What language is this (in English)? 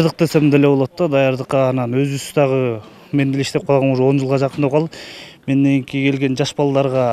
Kyrgyz